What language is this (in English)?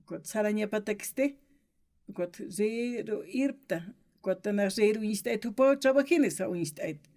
Aymara